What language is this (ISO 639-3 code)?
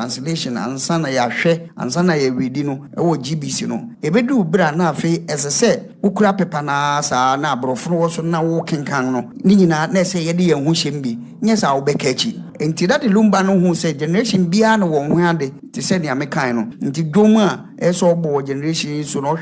aka